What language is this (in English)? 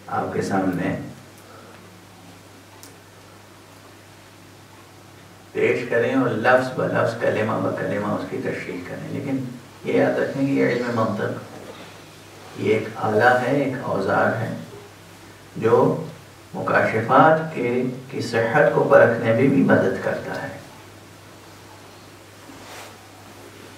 Urdu